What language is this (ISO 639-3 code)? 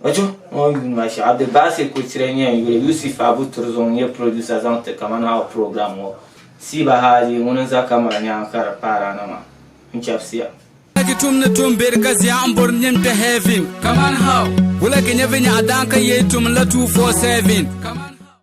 dag